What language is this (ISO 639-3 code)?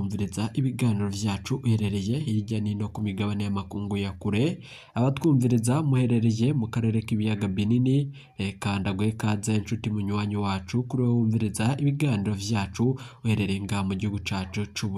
run